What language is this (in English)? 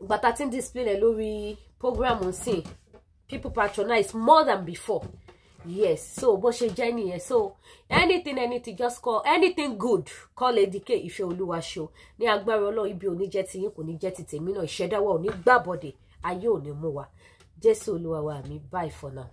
Yoruba